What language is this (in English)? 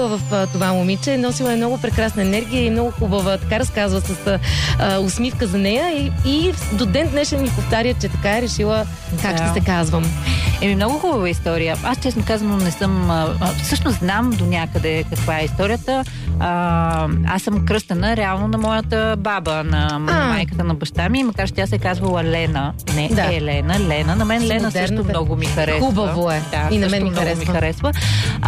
Bulgarian